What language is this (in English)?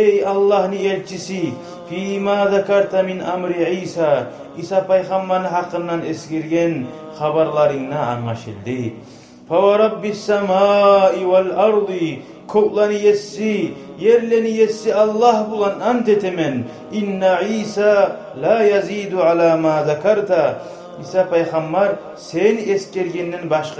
Kumyk